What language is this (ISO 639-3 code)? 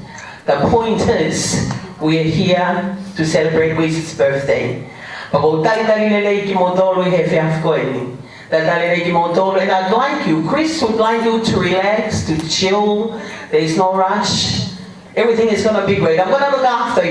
ton